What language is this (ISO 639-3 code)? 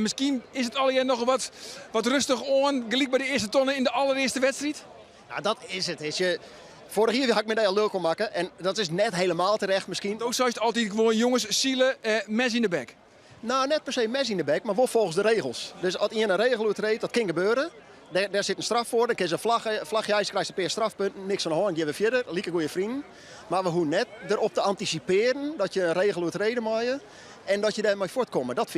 fry